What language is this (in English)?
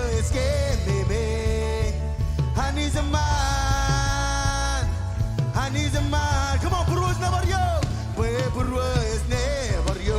Marshallese